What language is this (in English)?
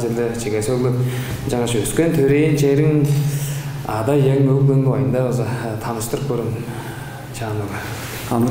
Tuvinian